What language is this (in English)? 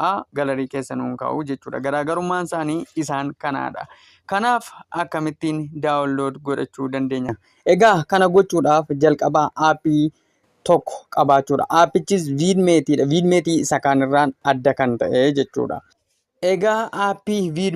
Oromo